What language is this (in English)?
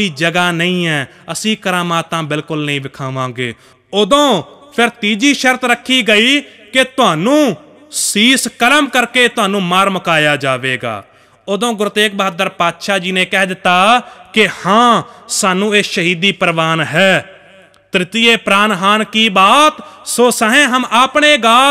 Punjabi